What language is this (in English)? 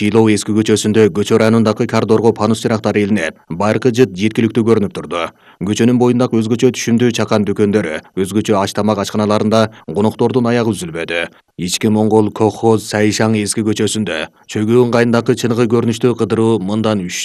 Kyrgyz